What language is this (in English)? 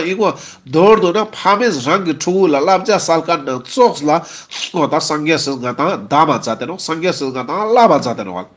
Ladakhi